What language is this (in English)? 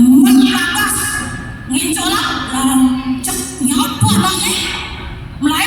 Balinese